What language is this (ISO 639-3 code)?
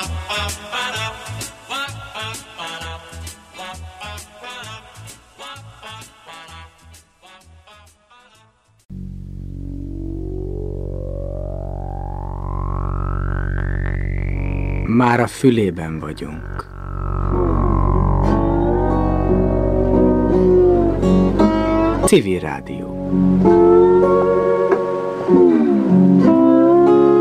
hun